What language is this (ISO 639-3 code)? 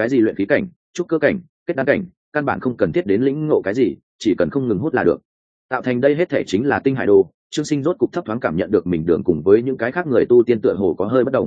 vie